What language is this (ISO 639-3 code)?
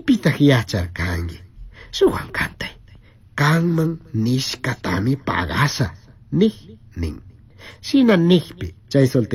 qug